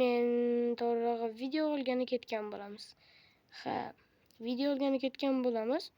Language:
Uzbek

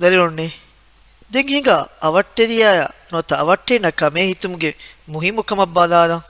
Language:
Divehi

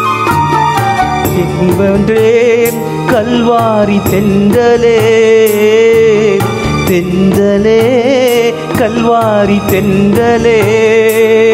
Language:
Tamil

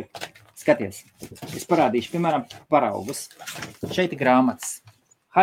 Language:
Latvian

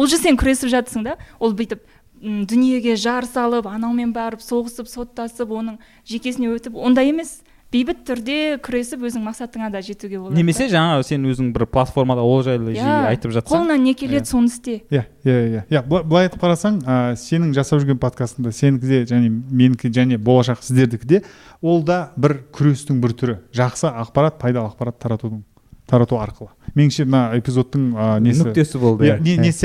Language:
Kazakh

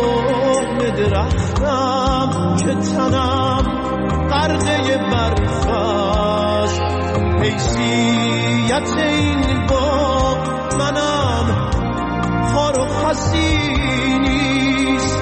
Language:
Persian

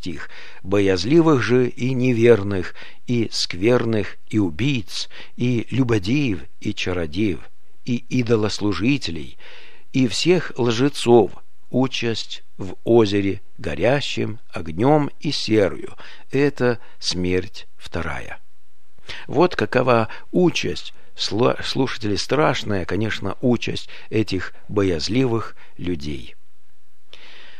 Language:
Russian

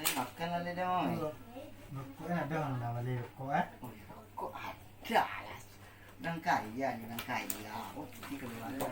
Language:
Minangkabau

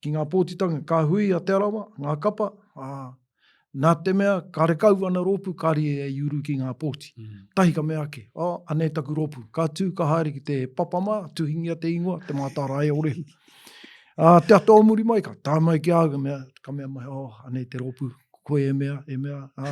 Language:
Māori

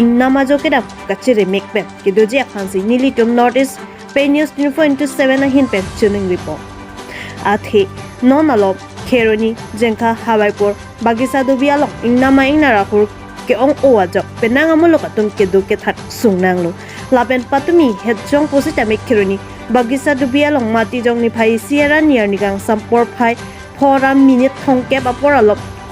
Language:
Karbi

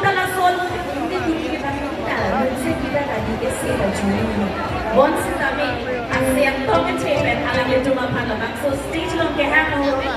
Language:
Karbi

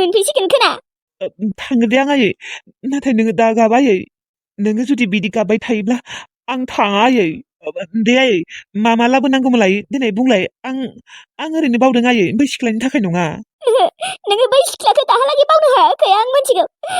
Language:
Bodo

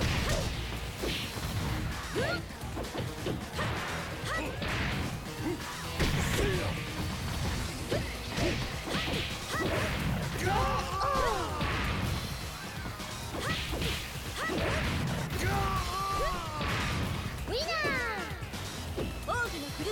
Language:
Japanese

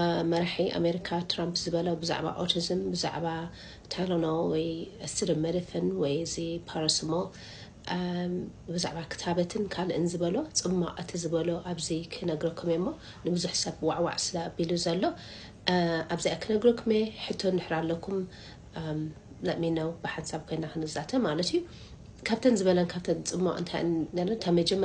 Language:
Tigrinya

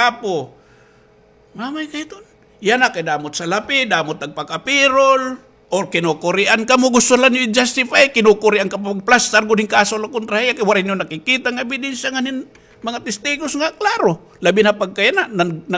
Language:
Waray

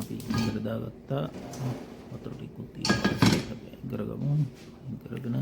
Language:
Sinhala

